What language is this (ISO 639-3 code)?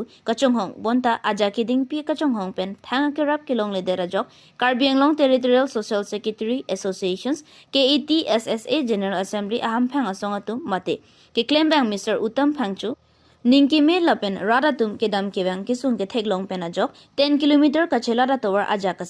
mjw